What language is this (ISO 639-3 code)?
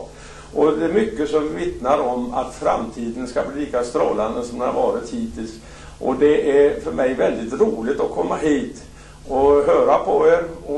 swe